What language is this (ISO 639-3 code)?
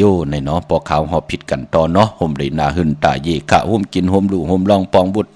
shn